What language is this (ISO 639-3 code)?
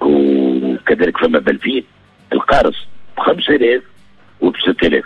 aeb